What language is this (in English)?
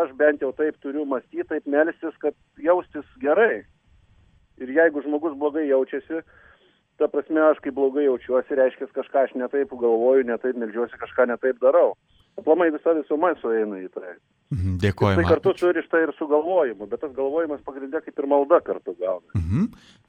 Lithuanian